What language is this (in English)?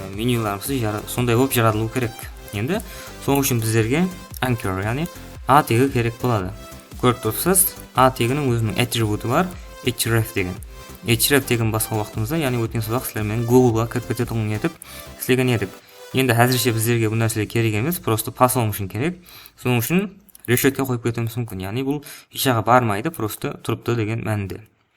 Kara-Kalpak